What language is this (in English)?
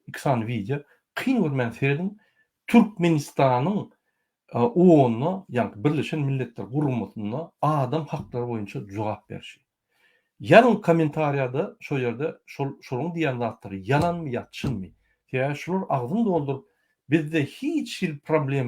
Turkmen